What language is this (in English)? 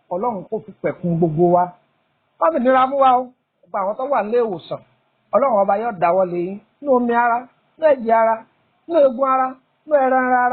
Yoruba